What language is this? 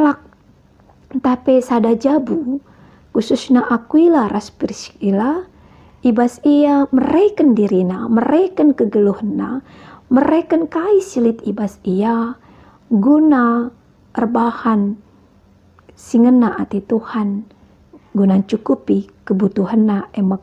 Batak Karo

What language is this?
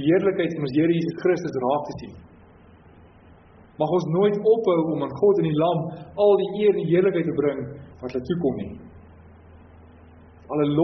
Afrikaans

